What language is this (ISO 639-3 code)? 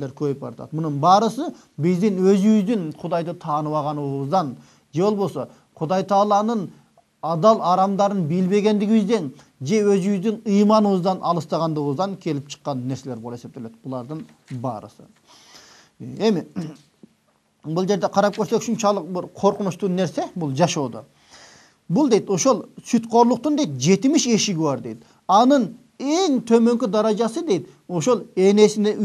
kir